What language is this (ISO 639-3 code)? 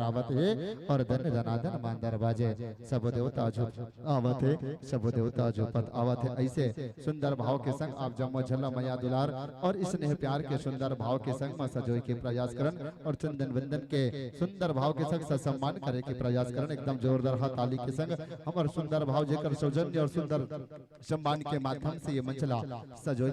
hne